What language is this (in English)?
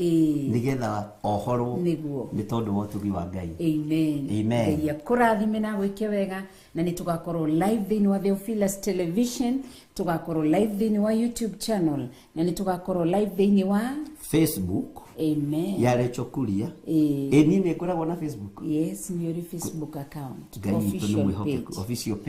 Kikuyu